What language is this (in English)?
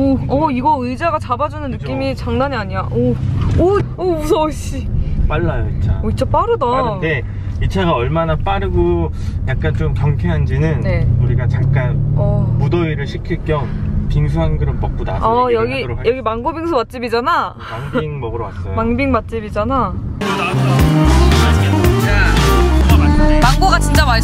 Korean